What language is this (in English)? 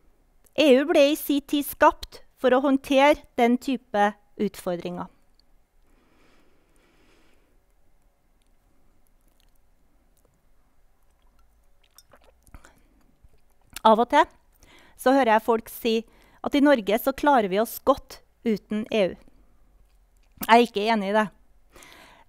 Norwegian